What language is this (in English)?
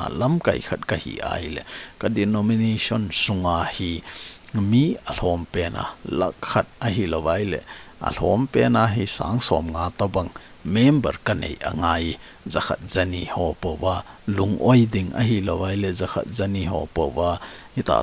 Thado Chin